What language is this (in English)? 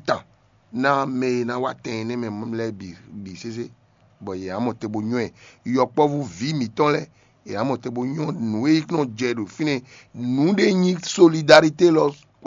Fon